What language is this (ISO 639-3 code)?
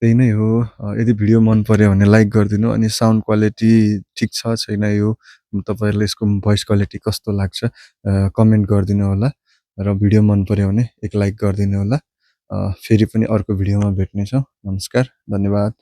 nep